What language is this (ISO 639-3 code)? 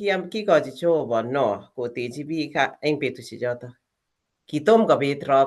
kln